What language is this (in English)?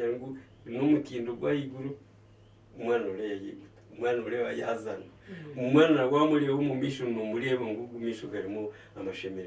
Nyankole